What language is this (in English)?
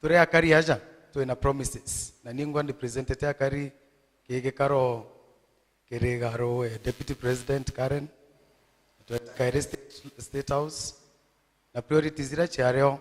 Meru